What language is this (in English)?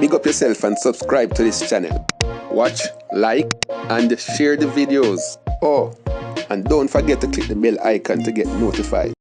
Jamaican Creole English